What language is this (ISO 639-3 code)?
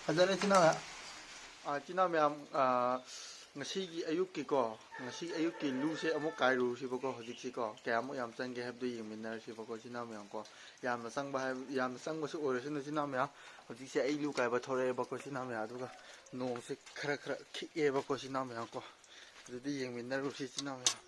mni